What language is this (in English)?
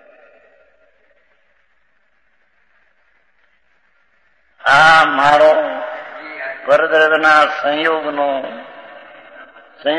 Gujarati